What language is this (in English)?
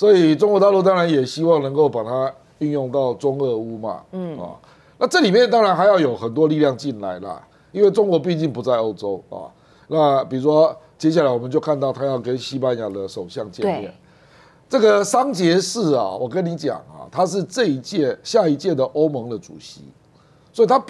Chinese